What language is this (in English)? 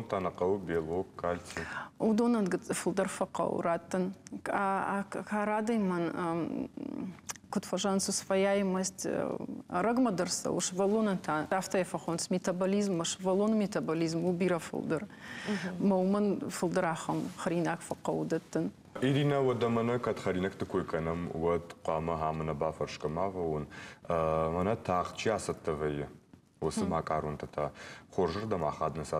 Ossetic